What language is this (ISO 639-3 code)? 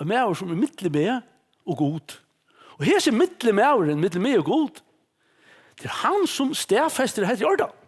fao